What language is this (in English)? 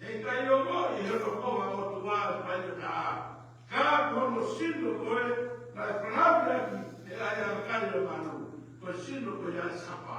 Tongan